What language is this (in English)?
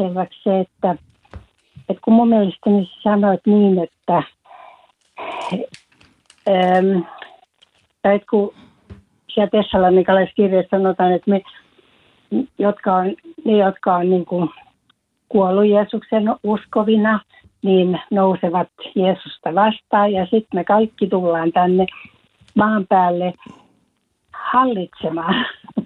Finnish